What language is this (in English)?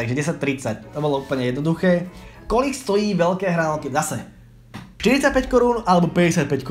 Slovak